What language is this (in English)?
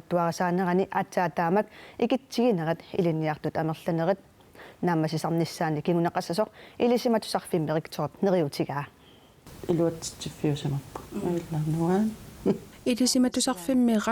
Kalaallisut